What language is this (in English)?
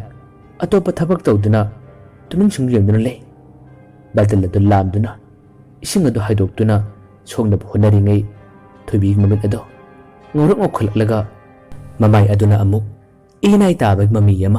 Manipuri